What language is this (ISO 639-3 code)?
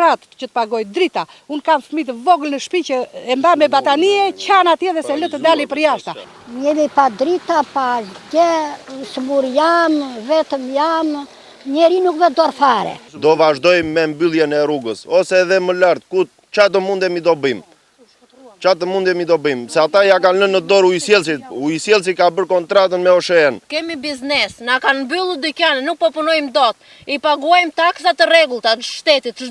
sqi